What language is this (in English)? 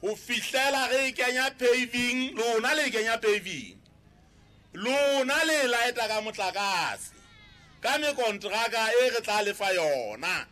Southern Sotho